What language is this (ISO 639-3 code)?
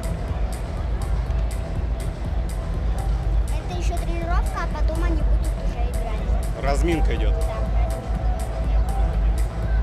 rus